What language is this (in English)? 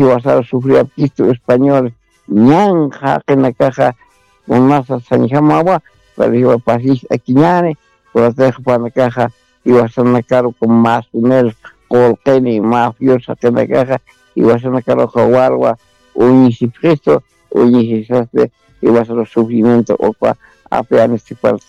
Aymara